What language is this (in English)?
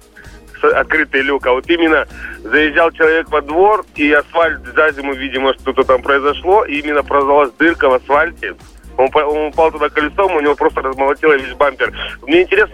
Russian